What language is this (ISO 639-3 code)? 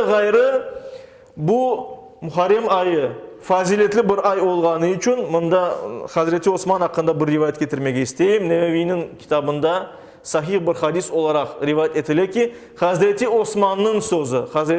crh